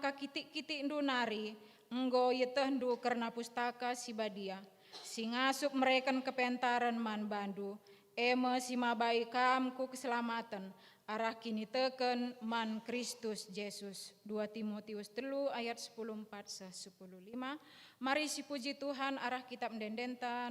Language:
Batak Karo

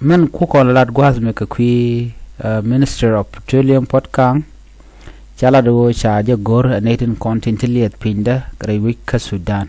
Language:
Nuer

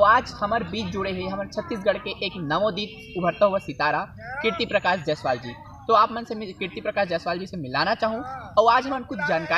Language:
Chhattisgarhi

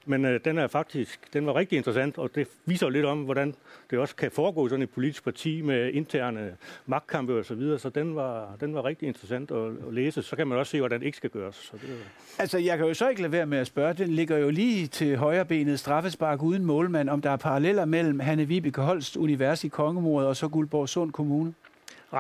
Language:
Danish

